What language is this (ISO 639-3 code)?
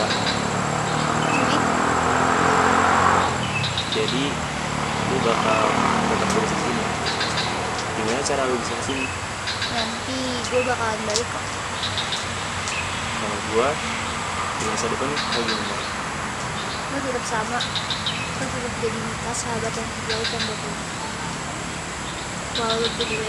ind